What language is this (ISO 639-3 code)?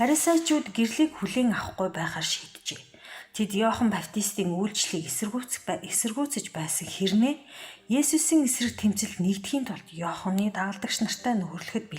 mon